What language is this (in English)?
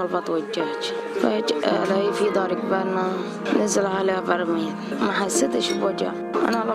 North Levantine Arabic